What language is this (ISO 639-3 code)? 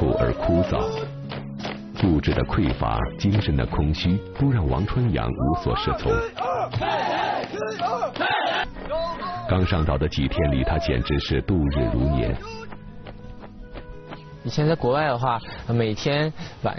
zho